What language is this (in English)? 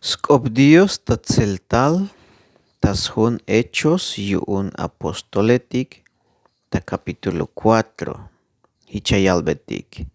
Tzeltal